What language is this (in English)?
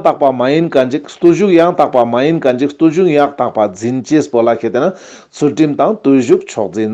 Ladakhi